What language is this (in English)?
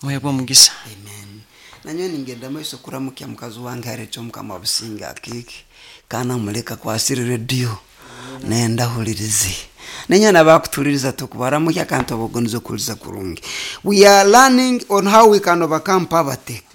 Nyoro